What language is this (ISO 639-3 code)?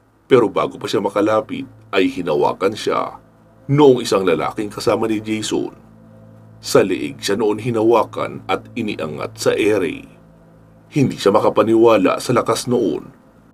fil